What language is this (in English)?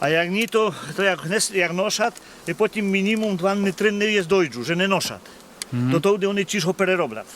Rusyn